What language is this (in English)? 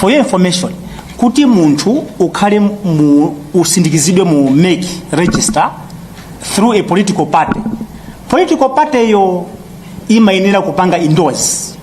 Nyanja